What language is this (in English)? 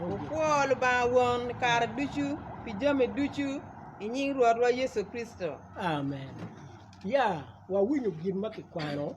Acoli